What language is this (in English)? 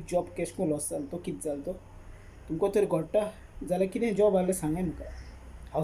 Konkani